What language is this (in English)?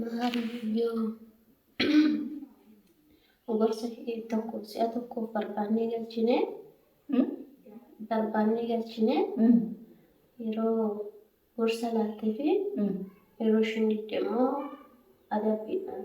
Oromo